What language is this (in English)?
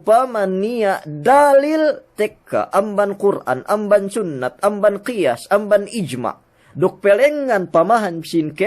Yakan